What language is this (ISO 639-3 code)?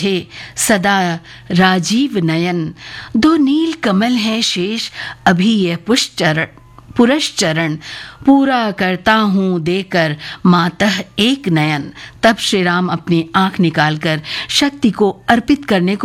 hin